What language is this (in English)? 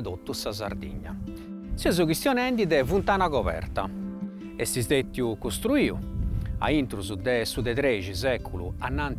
Sardinian